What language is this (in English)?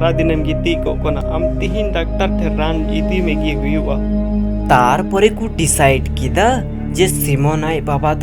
Santali